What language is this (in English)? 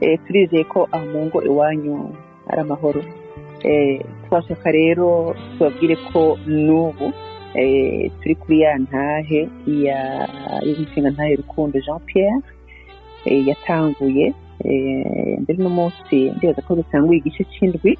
Rundi